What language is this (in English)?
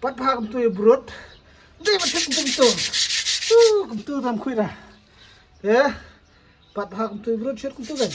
Khasi